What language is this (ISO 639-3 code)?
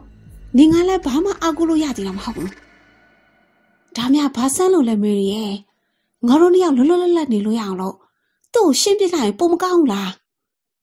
mya